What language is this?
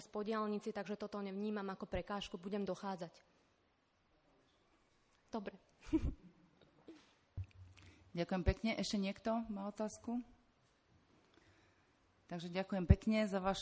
Slovak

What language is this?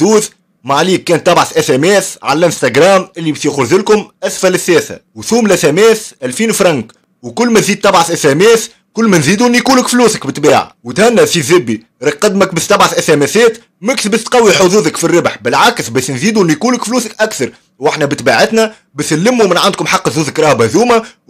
Tunisian Arabic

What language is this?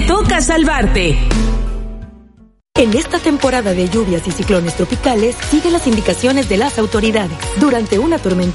Spanish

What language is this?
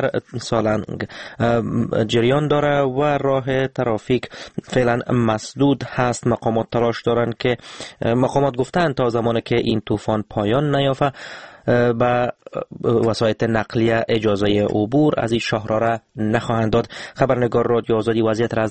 Persian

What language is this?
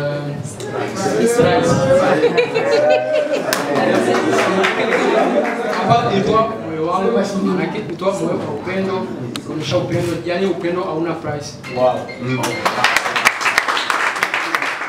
Swahili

